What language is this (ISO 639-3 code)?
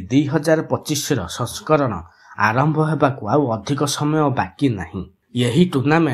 ori